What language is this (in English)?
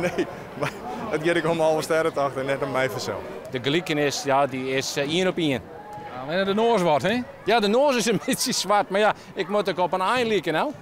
Western Frisian